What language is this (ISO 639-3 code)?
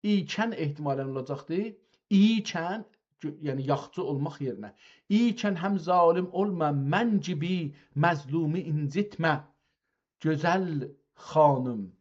azb